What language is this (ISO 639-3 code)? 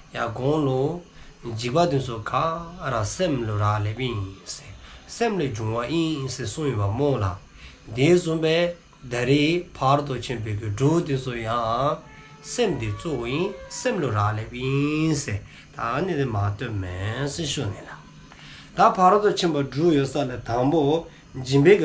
dzo